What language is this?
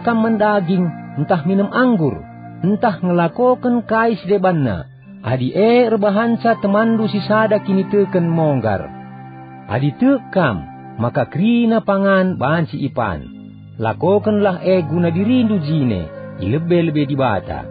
Batak Karo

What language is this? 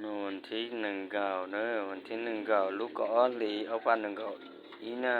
Hmong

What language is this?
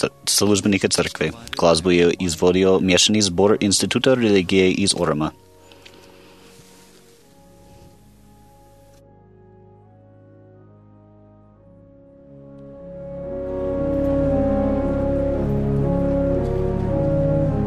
Croatian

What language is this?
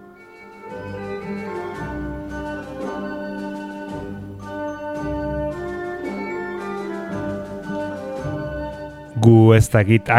Basque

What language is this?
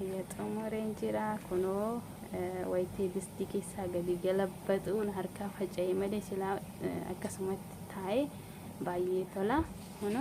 Oromo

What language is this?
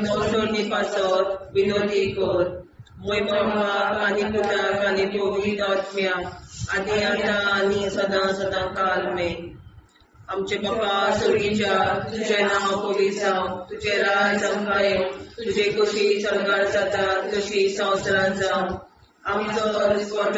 Konkani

